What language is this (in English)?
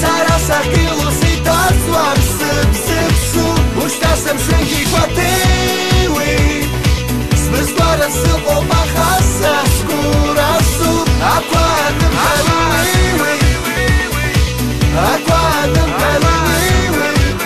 Abkhazian